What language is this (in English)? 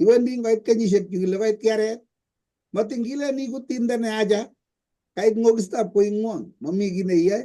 Kalenjin